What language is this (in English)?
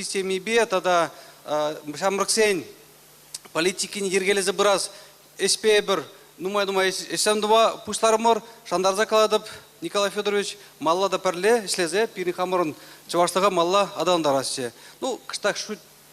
Chuvash